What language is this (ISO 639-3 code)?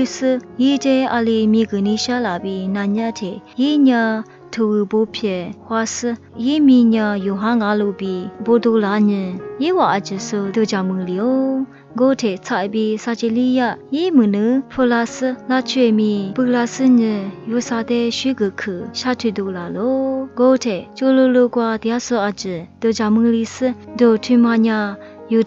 lis